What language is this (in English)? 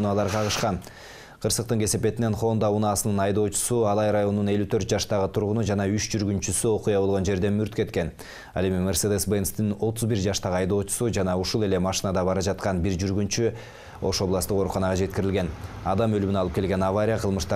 Kyrgyz